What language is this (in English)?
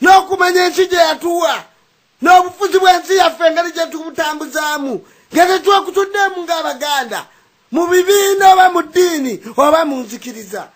Ganda